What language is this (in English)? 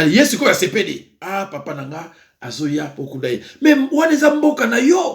Lingala